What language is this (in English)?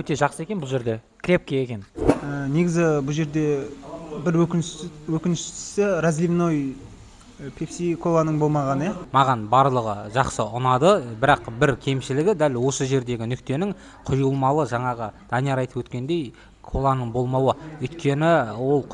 Kazakh